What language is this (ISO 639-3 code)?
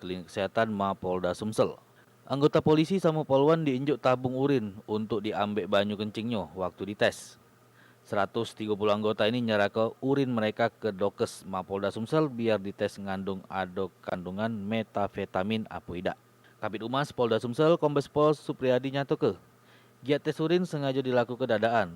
mui